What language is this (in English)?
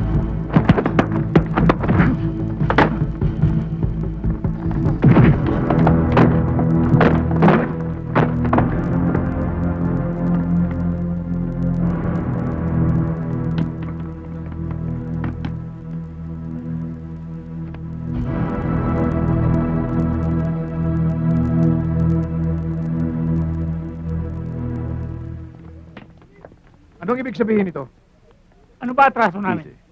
Filipino